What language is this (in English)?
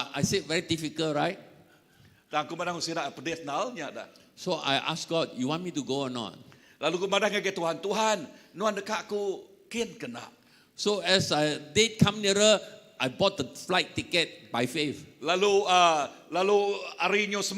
Iban